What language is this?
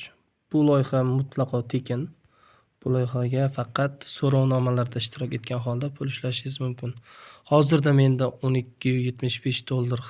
Uzbek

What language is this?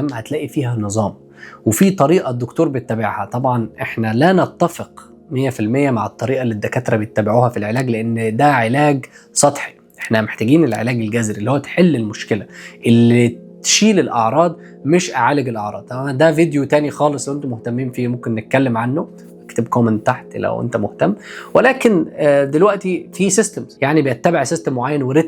Egyptian Arabic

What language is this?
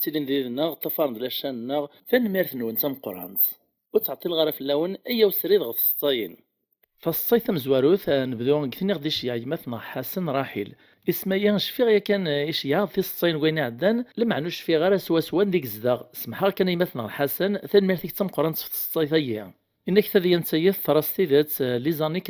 Kabyle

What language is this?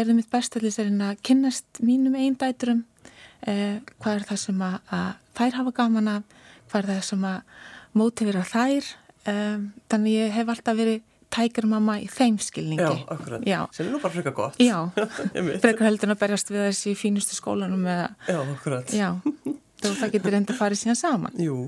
Icelandic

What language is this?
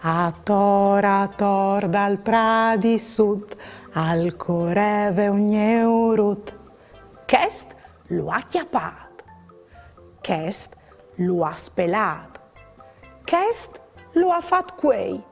Friulian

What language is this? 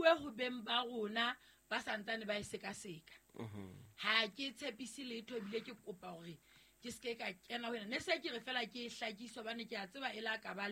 Southern Sotho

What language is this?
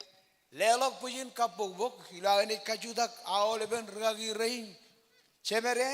Marshallese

